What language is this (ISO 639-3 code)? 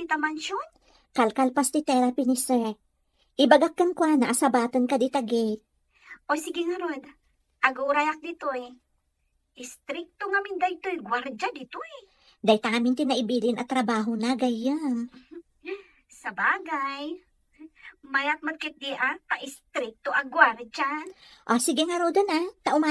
ilo